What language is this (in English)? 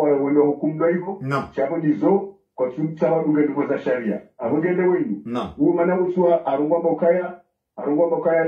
Swahili